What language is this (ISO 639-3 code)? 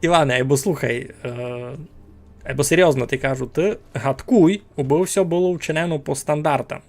rue